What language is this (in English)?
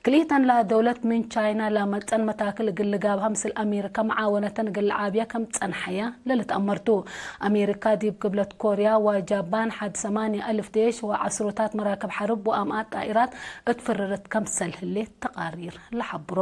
Tigre